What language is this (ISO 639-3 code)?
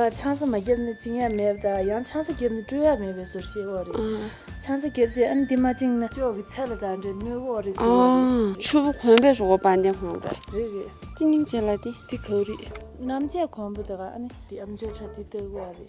bod